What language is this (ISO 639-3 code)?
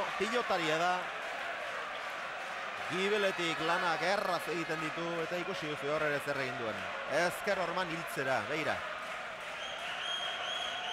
eus